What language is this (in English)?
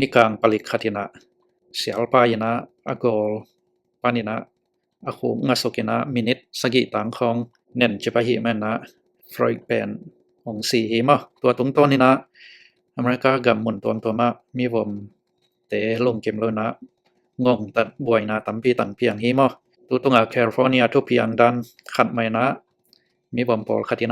Tedim Chin